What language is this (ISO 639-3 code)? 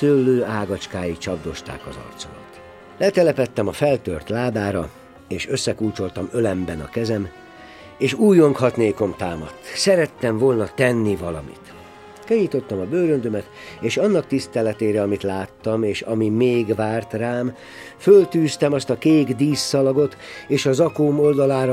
hun